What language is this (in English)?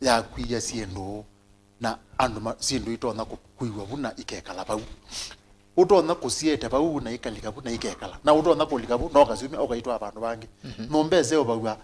Kamba